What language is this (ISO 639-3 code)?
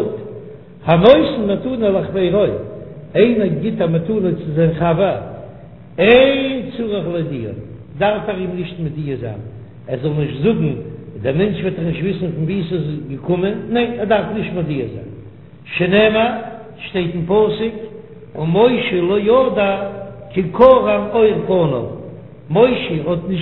yid